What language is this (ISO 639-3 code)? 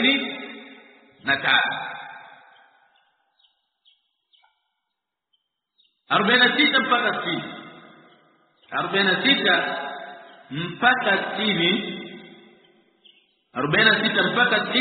swa